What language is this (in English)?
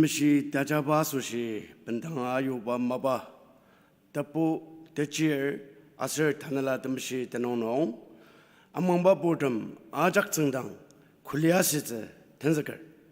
Ao Naga